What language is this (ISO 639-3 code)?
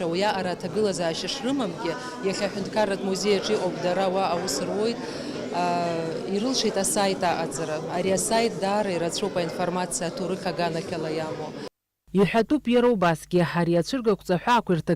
abk